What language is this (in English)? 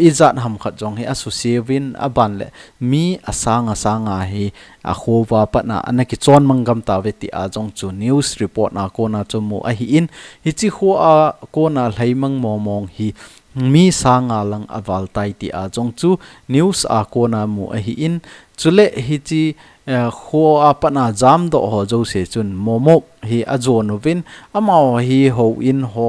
Thado Chin